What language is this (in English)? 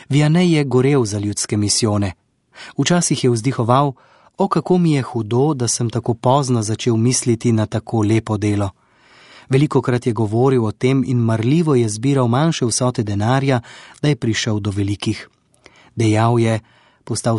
Slovenian